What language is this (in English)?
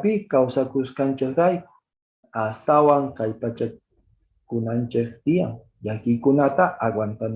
Quechua